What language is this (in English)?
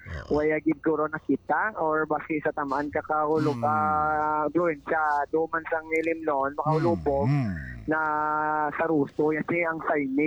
Hiligaynon